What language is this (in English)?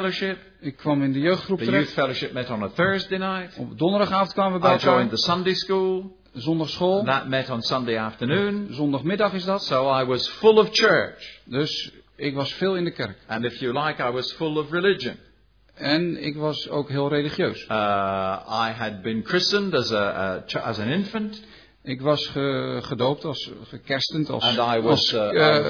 Dutch